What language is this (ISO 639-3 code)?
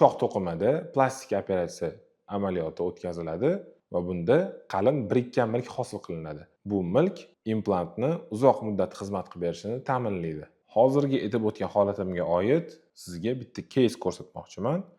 uzb